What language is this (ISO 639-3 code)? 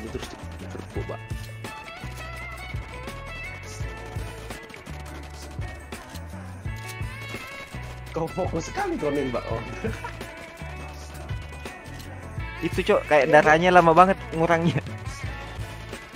ind